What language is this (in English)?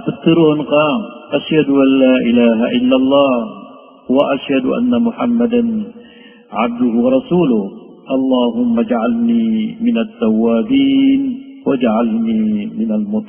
Maranao